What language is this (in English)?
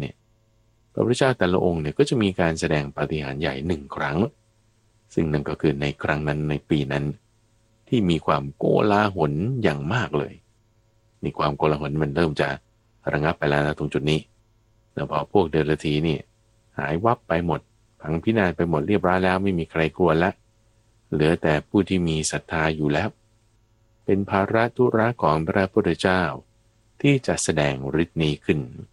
Thai